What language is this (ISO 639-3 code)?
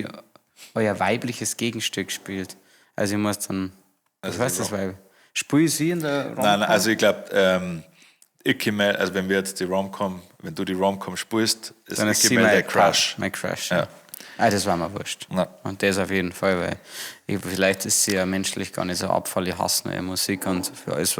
bar